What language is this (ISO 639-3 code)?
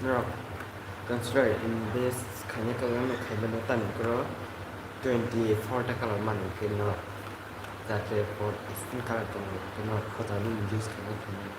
trp